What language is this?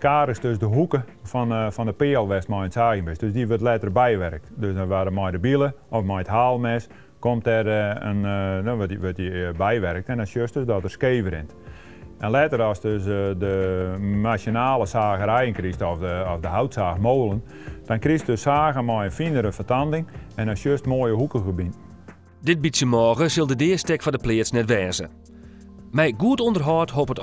Western Frisian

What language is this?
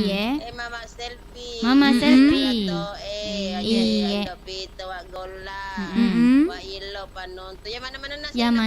Buginese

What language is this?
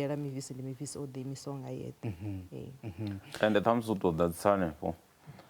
Venda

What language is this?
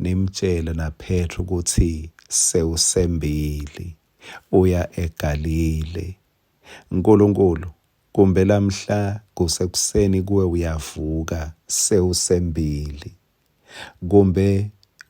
Swati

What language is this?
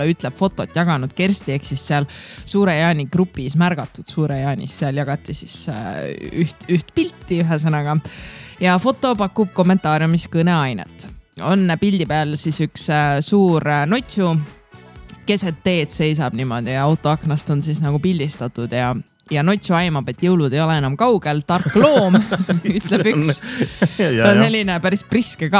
Estonian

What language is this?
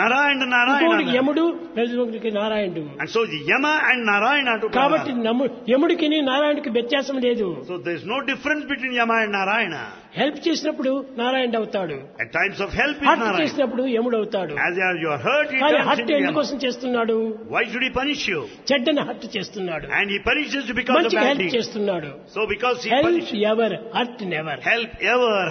Telugu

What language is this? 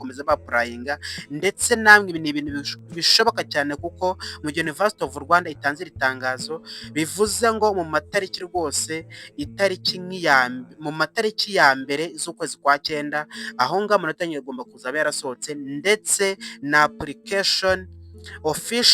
Kinyarwanda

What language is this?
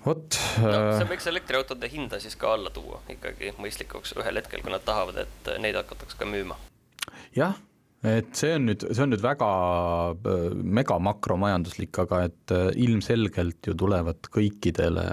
Estonian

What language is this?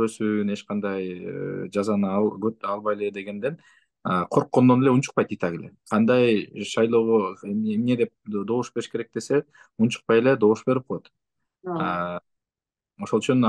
Kyrgyz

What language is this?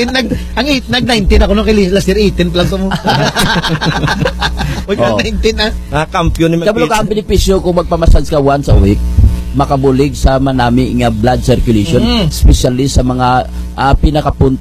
Hiligaynon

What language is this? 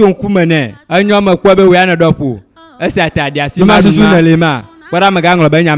Ewe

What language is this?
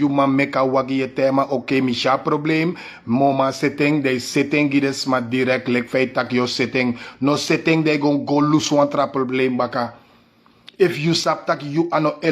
Sranan Tongo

